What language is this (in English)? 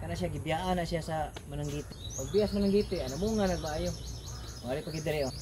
Cebuano